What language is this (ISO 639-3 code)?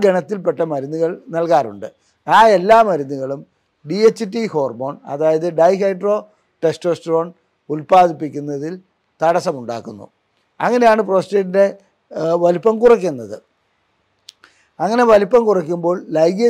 mal